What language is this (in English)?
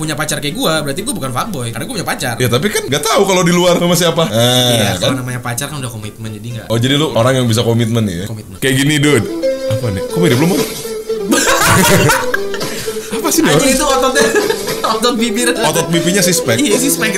Indonesian